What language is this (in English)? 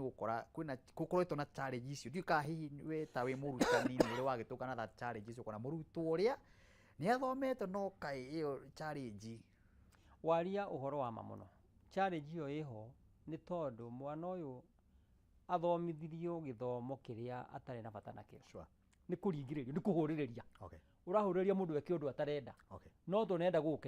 Kikuyu